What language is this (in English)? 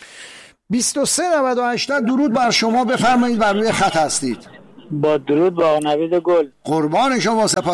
Persian